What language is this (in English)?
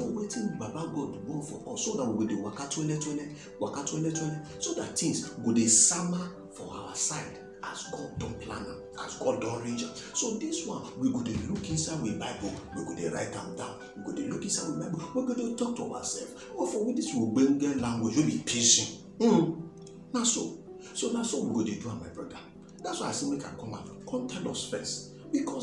Nigerian Pidgin